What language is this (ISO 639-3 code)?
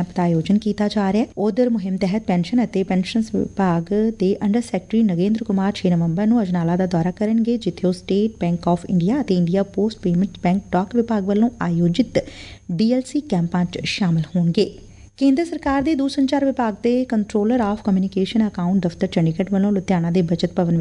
pan